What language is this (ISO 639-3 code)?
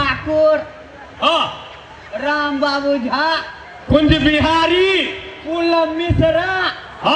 mai